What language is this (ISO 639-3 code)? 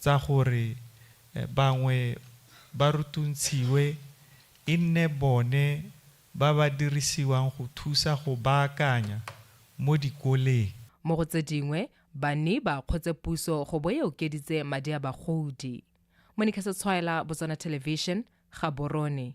tsn